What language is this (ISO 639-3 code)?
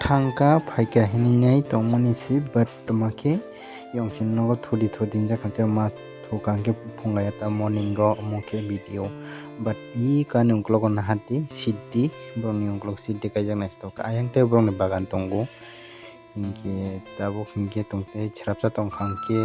trp